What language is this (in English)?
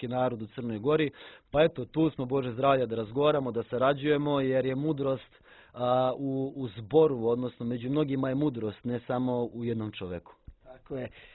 Serbian